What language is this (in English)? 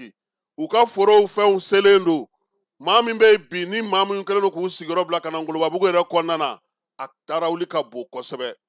Bambara